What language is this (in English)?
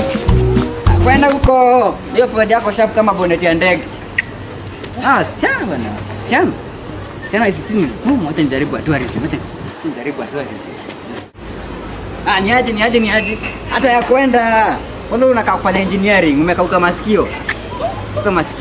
Swahili